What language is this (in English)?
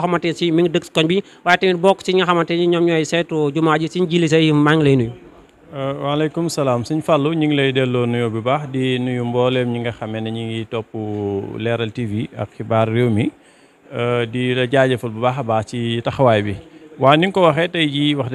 Wolof